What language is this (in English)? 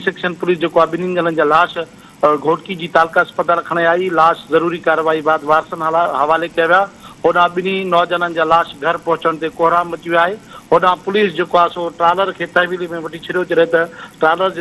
Sindhi